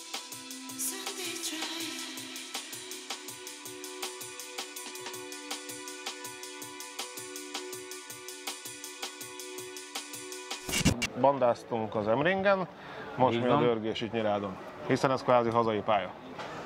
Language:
Hungarian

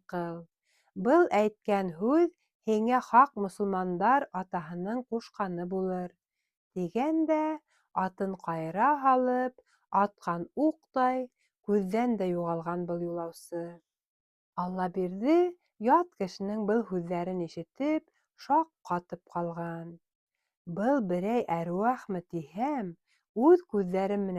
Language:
Bashkir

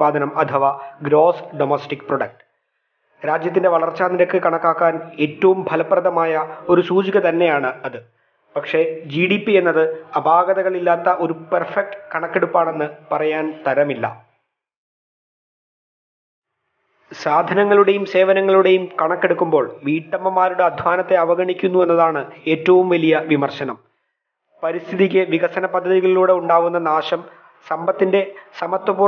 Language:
Malayalam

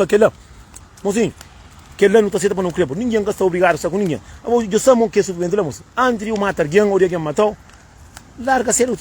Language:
Kabuverdianu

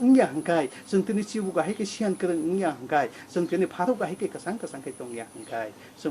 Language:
Kok Borok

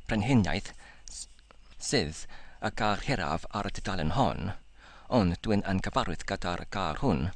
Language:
Welsh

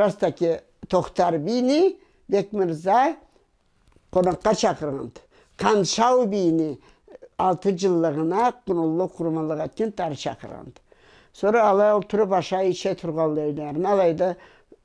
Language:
Karachay-Balkar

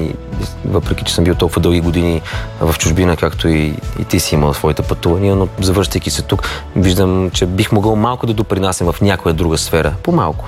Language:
Bulgarian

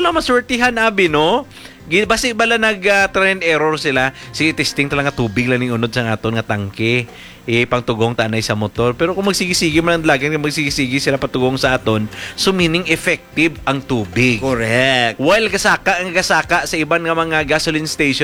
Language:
Hiligaynon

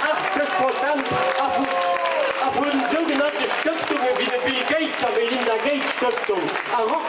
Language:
Luxembourgish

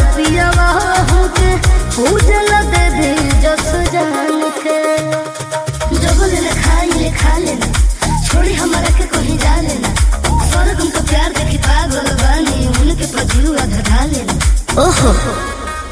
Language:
Bhojpuri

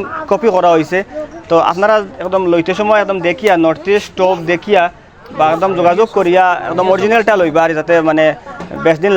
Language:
Sylheti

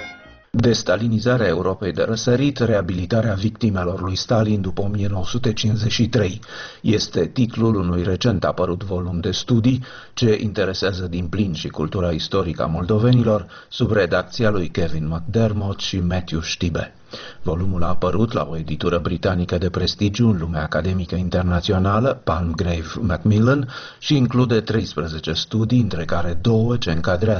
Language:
Romanian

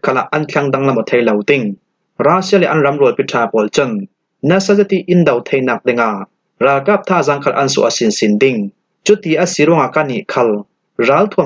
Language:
Falam Chin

